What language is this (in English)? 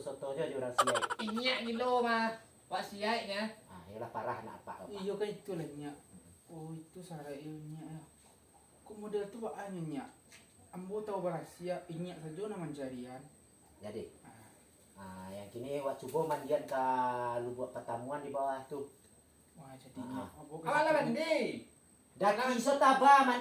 Minangkabau